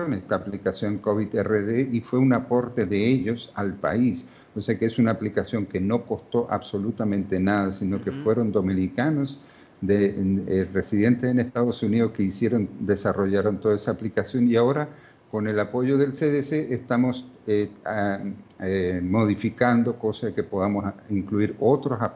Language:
Spanish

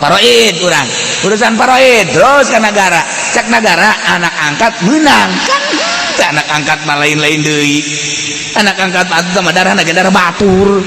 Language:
Sundanese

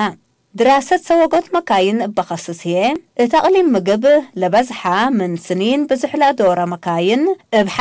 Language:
Tigre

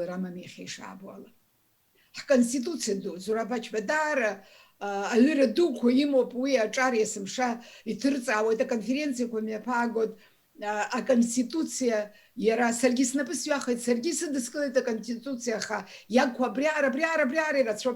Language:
Abkhazian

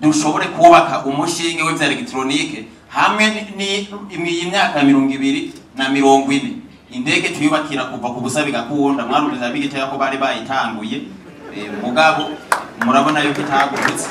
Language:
Rundi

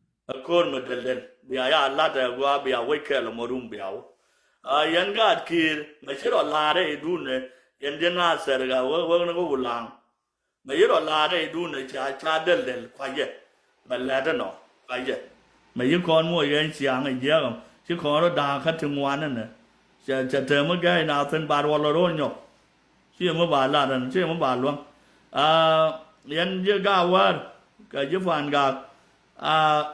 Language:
Nuer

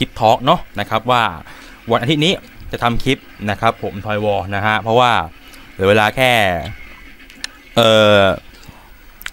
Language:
Thai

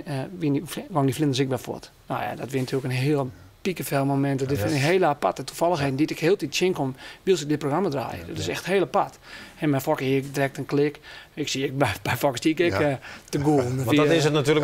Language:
Western Frisian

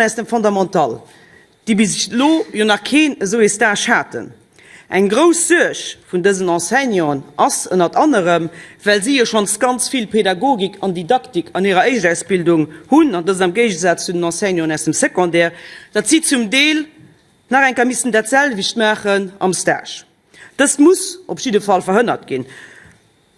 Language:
Luxembourgish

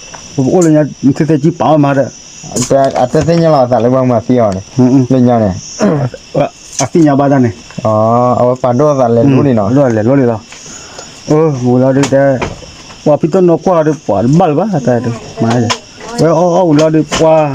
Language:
S'gaw Karen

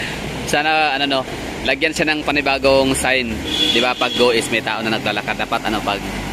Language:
Filipino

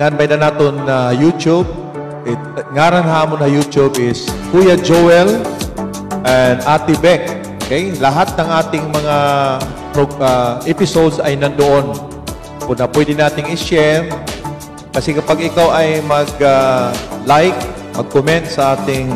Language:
Waray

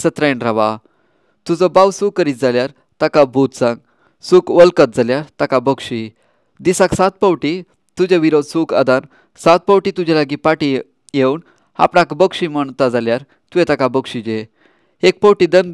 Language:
Konkani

